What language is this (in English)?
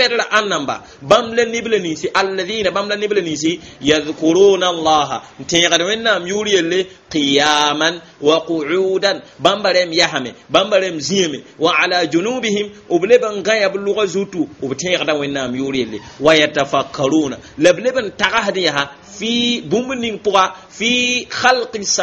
Mossi